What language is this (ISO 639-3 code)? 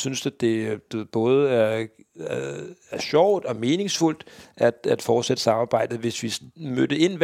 dan